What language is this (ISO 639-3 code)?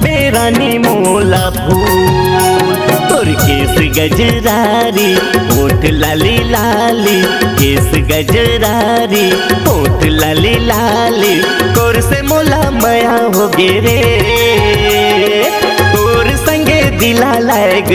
hne